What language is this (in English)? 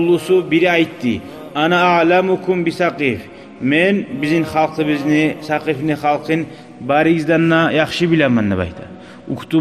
Kumyk